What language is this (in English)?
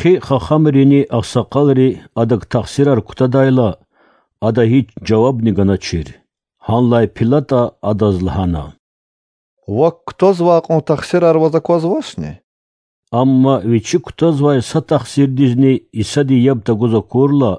Lezghian